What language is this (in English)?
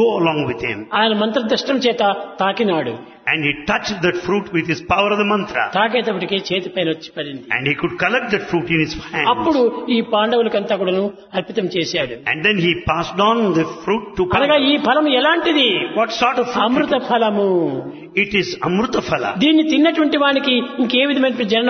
Telugu